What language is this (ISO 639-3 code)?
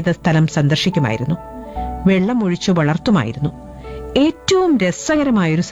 mal